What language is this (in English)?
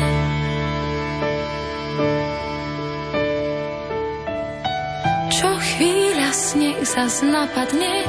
Slovak